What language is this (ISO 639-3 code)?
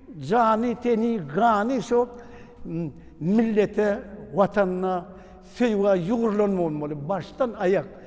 tuk